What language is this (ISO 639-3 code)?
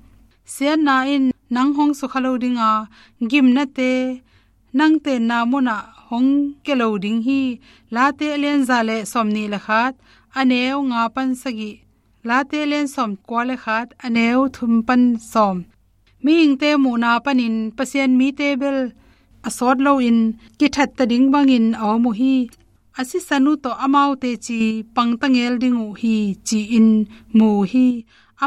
ctd